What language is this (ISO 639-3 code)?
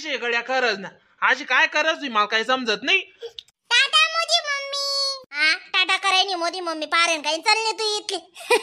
khn